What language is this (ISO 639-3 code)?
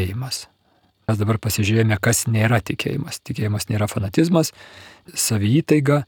lit